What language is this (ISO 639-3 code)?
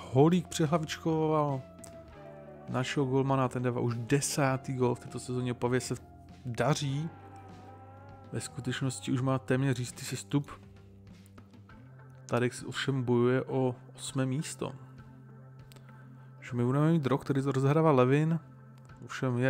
ces